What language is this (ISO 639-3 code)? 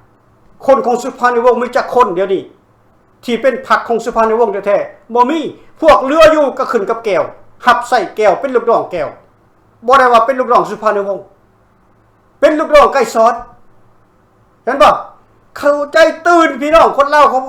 lao